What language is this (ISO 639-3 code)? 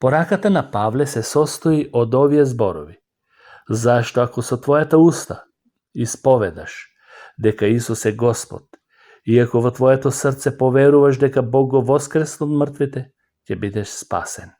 mkd